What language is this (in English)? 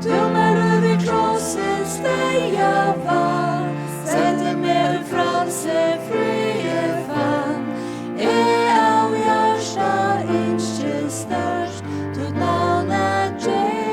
Faroese